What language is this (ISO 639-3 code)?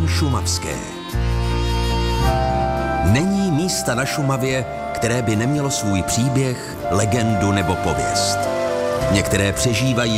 ces